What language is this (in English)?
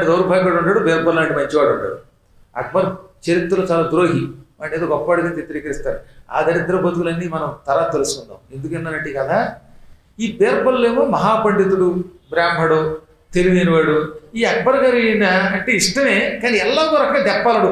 Telugu